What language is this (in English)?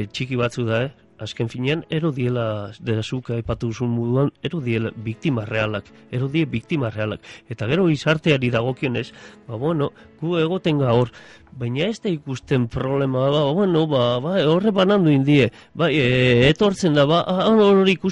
Basque